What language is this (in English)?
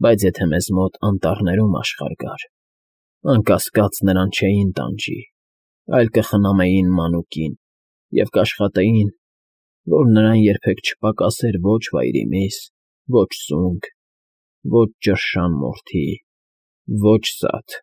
Armenian